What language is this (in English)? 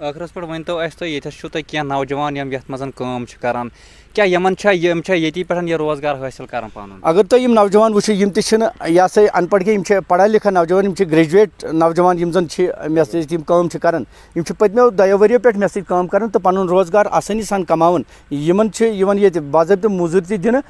Kashmiri